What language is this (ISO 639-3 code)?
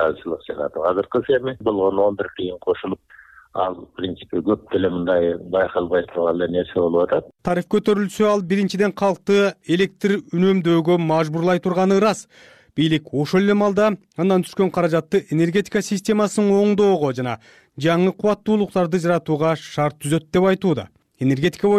kir